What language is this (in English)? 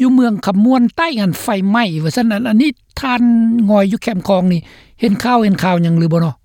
Lao